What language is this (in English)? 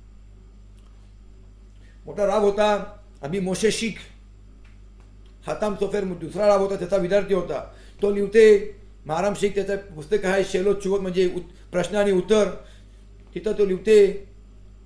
Marathi